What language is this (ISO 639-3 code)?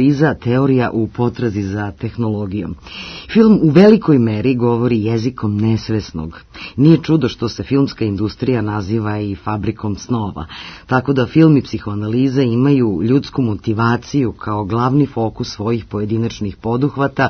srp